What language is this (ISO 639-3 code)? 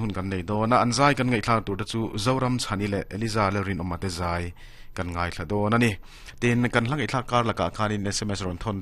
lus